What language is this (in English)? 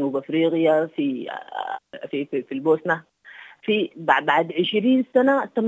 Sudanese Arabic